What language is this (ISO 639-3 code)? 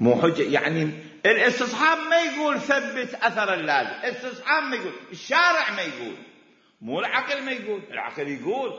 acm